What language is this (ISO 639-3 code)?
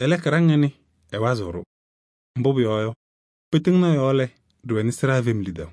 kbp